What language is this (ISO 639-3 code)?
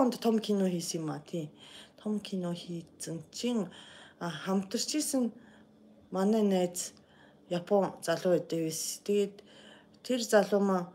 mon